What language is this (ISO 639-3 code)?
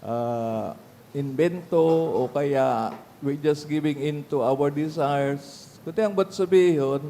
bik